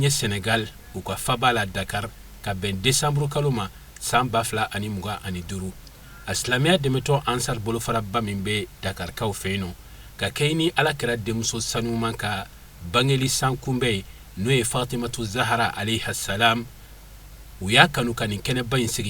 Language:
Bambara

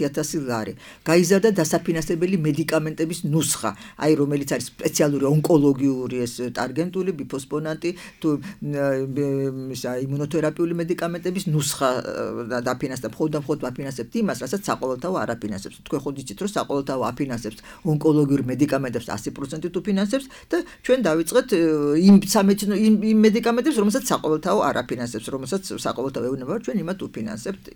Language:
Georgian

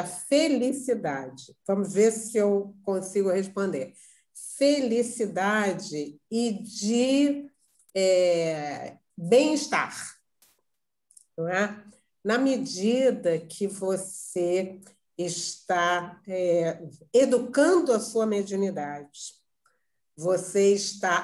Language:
Portuguese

